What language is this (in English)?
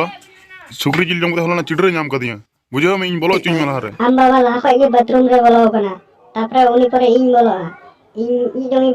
Santali